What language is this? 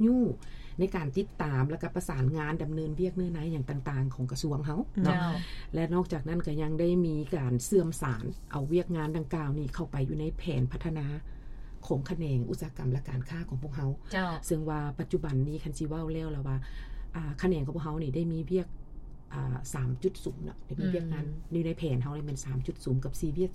Lao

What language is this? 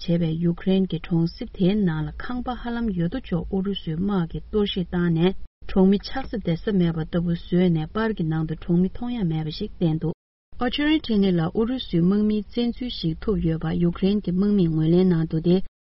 Tibetan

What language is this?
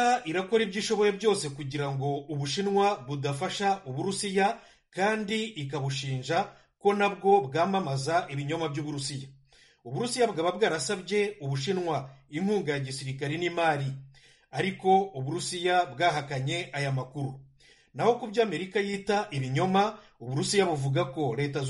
Kinyarwanda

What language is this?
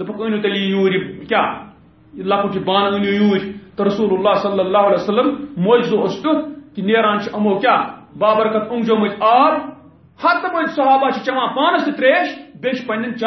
Kashmiri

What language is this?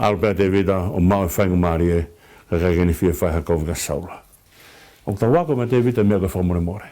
Tongan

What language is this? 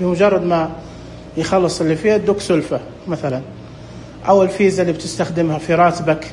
Najdi Arabic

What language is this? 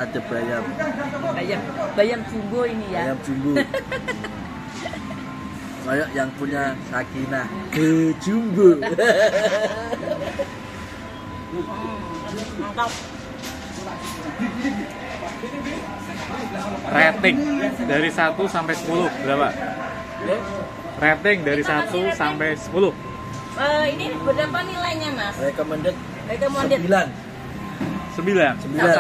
Indonesian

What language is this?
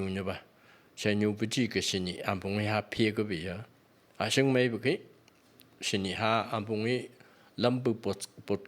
Phom Naga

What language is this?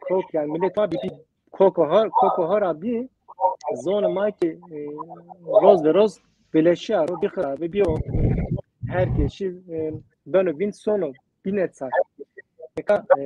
Zaza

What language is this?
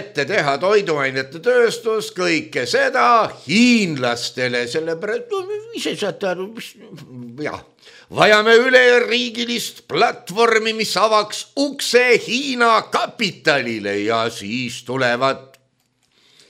Estonian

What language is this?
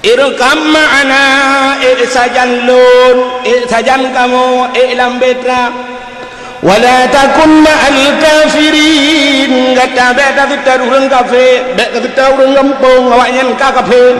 Achinese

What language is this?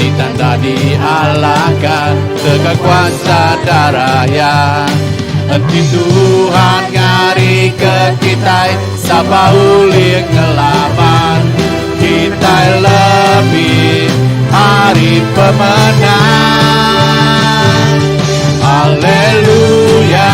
Iban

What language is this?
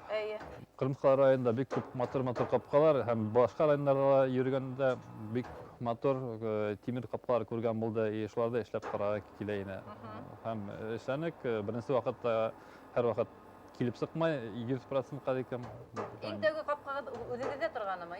Bashkir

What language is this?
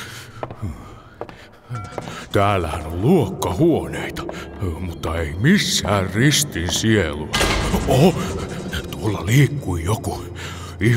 Finnish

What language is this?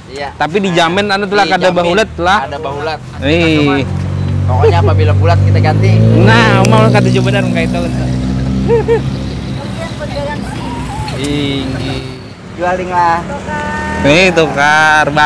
Banjar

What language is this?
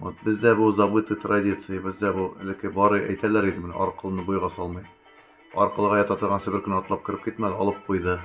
Tatar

